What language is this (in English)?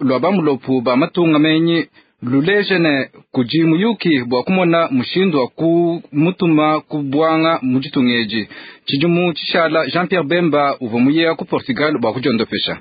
Luba-Lulua